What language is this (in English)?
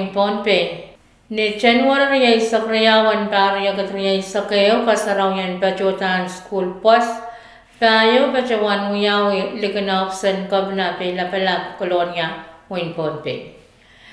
Pohnpeian